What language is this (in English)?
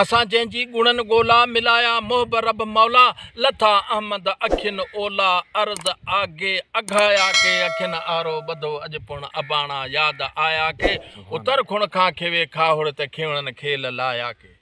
Sindhi